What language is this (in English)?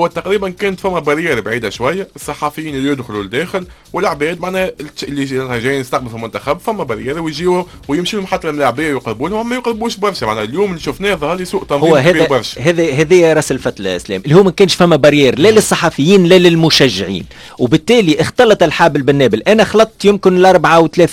Tunisian Arabic